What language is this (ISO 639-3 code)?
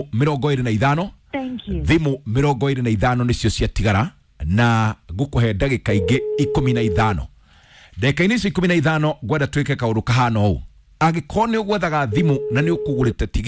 kik